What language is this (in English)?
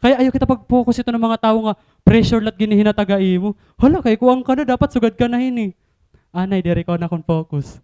Waray